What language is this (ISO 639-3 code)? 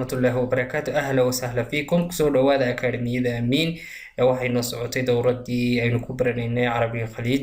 som